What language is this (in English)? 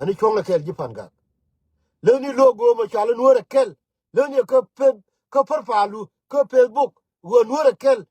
Nuer